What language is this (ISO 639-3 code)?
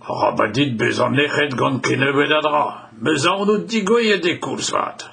bre